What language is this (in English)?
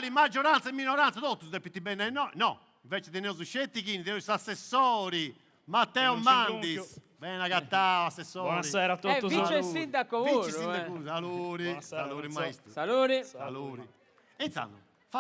Sardinian